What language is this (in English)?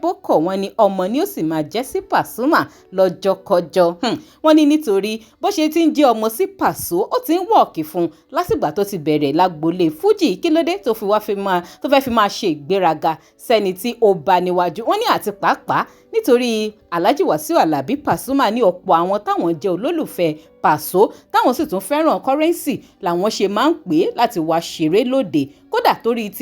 Yoruba